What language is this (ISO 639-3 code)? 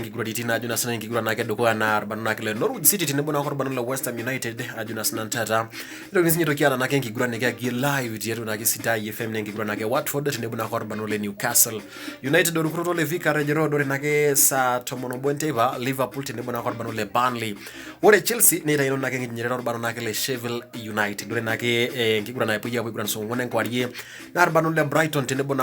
mas